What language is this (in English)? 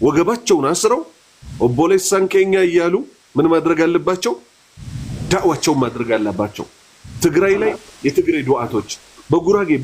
Amharic